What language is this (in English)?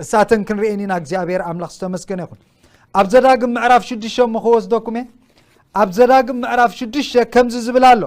Tigrinya